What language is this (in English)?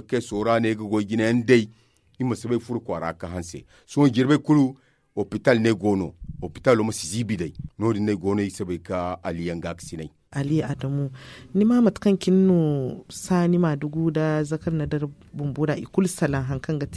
Zarma